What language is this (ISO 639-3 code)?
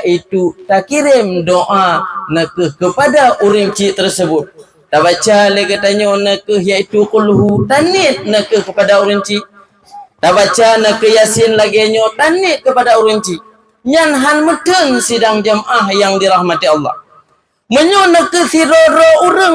ace